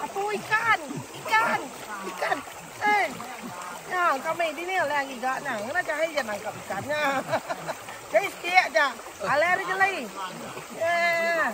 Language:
Iban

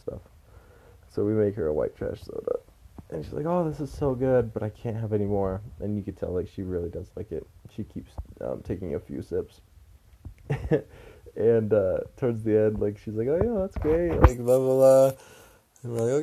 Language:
English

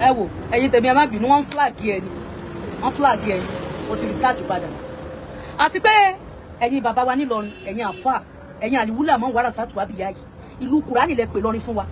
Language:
Yoruba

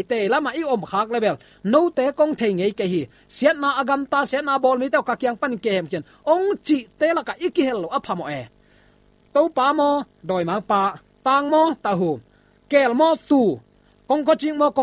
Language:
Tedim Chin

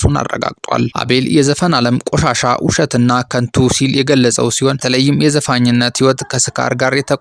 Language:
Amharic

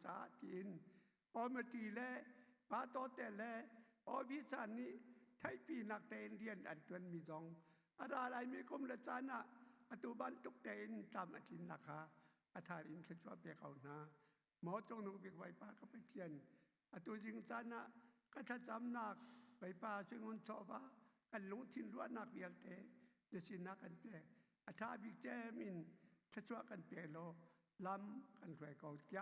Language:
Hakha Chin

